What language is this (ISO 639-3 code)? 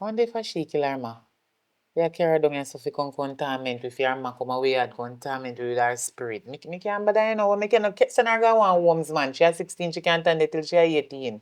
jam